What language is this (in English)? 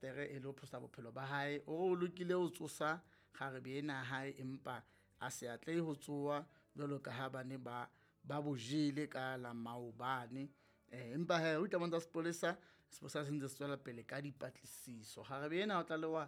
Southern Sotho